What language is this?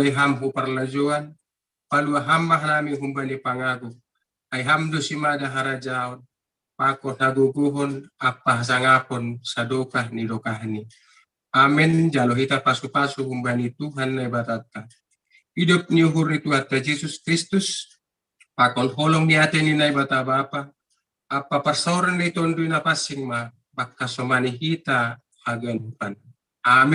Batak Simalungun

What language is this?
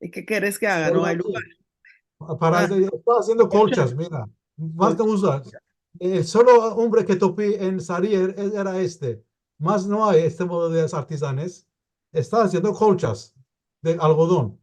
Ladino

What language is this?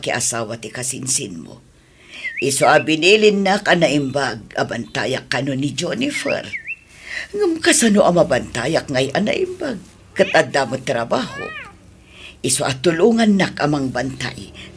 Iloko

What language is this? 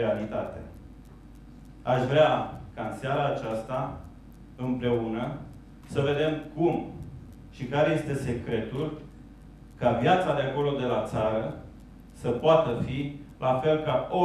Romanian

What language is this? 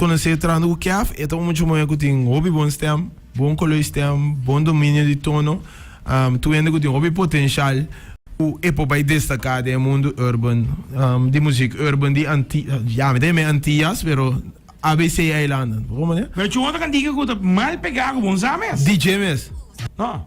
Papiamento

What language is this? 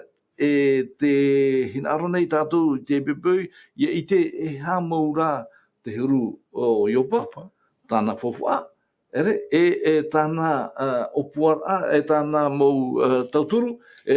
Tahitian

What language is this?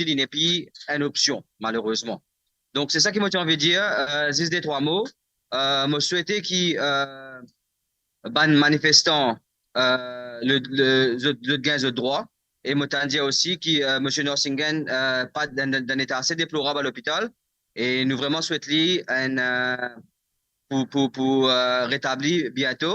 Morisyen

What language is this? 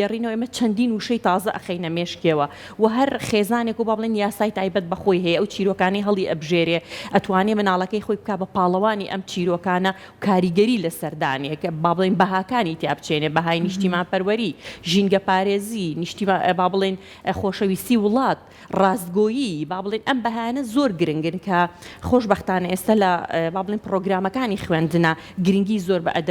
Central Kurdish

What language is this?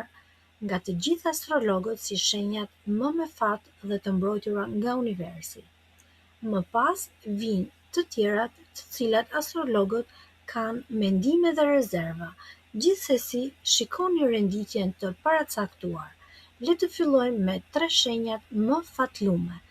Albanian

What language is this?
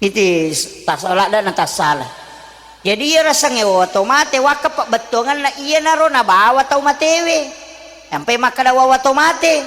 Buginese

